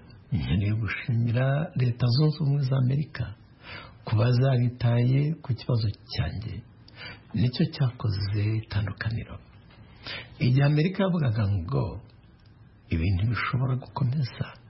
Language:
Kinyarwanda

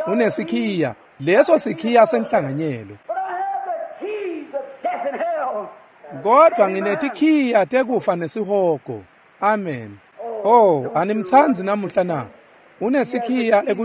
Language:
Swati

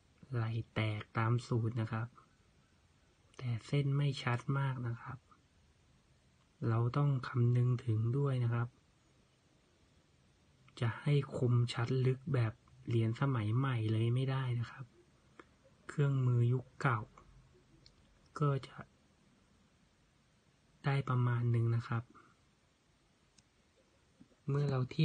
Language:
Thai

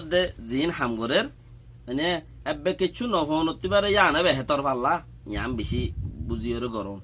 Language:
Rohingya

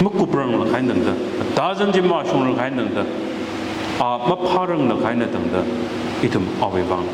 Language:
Tangkhul Naga (India)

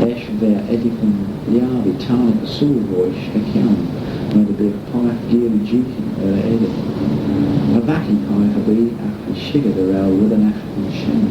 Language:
Manx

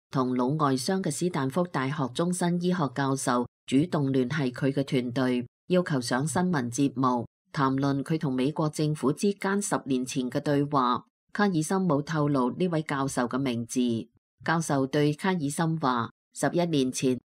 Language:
Cantonese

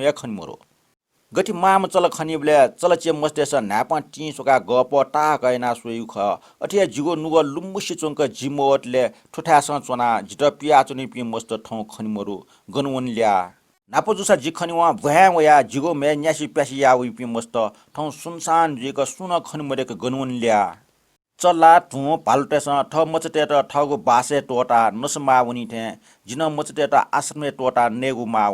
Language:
Newari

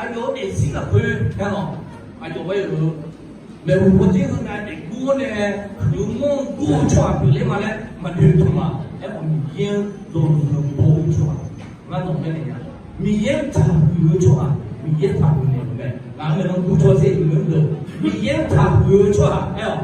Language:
Akha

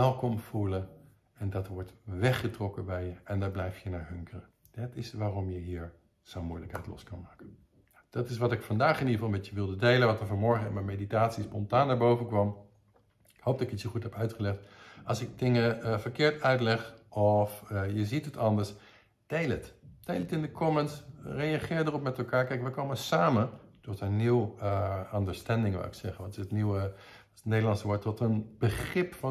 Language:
Dutch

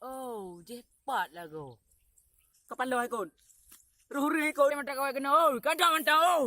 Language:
Achinese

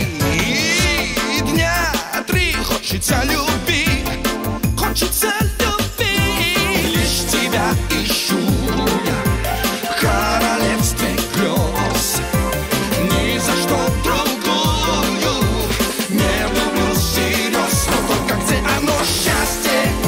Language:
Russian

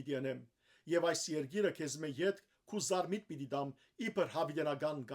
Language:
Western Armenian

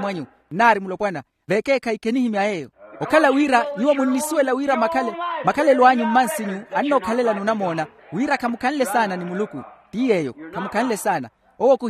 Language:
Makhuwa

